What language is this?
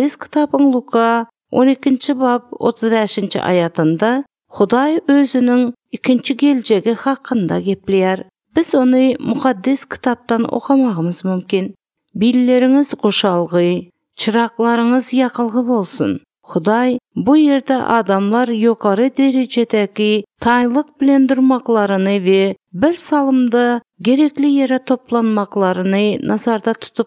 Turkmen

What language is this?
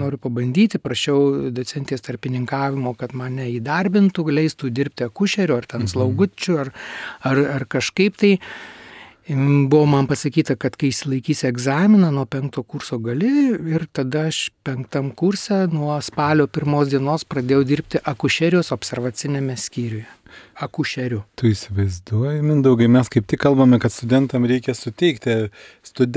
Lithuanian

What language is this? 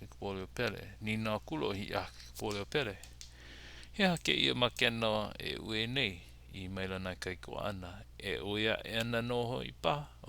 Hawaiian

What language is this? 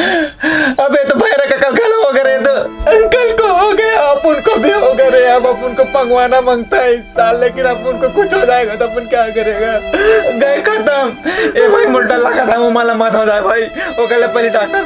Chhattisgarhi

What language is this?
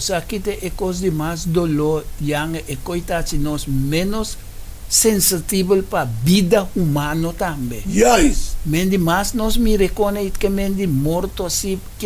Papiamento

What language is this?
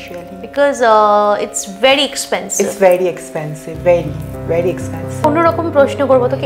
Bangla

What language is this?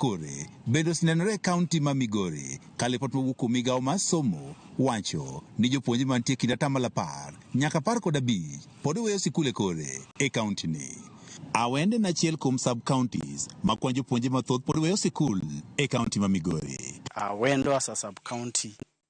Luo (Kenya and Tanzania)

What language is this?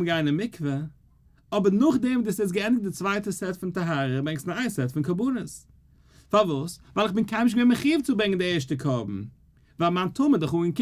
Yiddish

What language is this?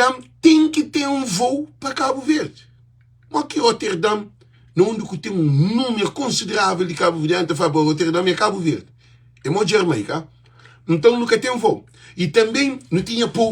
Kabuverdianu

